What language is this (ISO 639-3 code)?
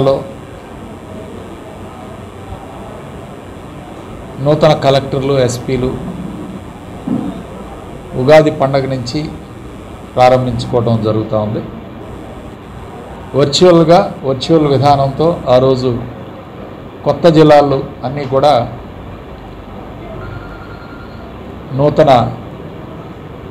tel